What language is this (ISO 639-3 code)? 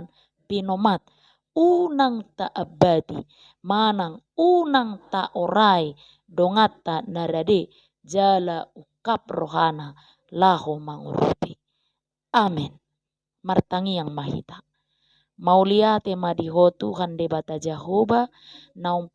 bbc